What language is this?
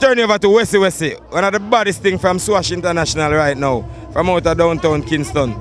Jamaican Creole English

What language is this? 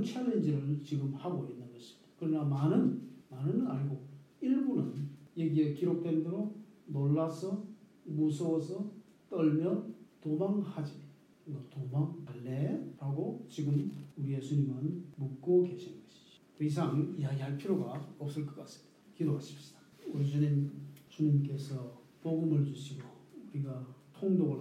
Korean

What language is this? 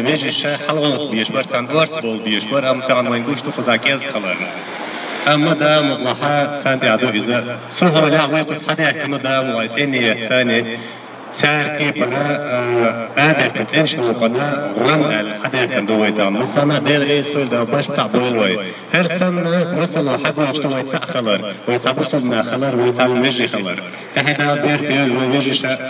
Chechen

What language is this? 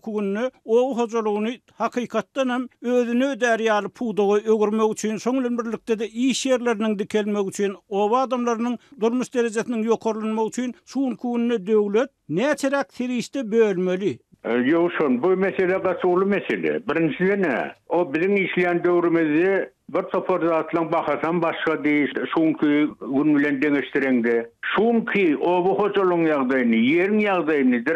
Turkmen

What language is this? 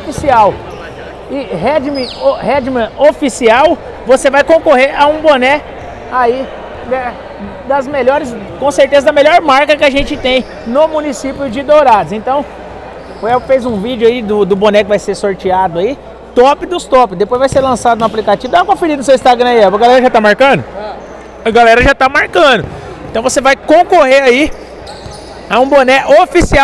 Portuguese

